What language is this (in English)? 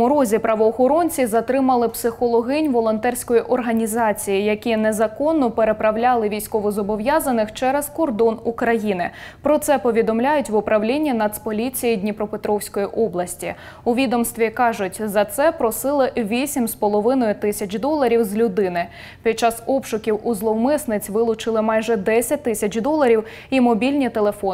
Ukrainian